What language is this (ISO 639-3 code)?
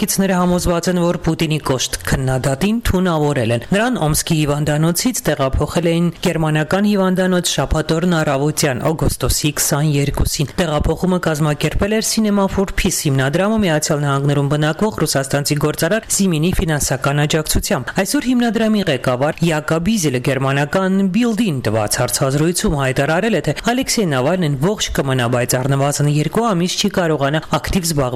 hye